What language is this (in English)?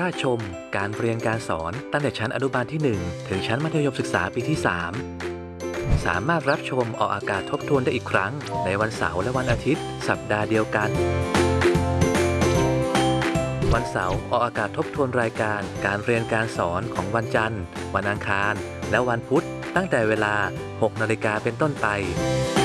Thai